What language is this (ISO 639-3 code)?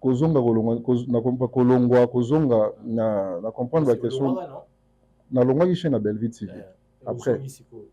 lin